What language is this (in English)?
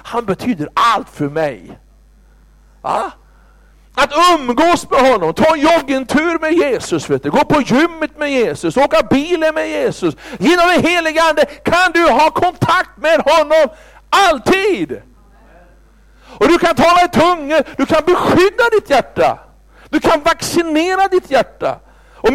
Swedish